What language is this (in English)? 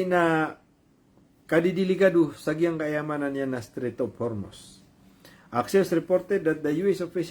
Maranao